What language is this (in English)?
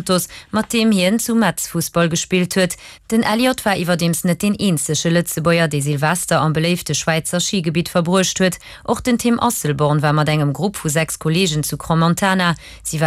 Luxembourgish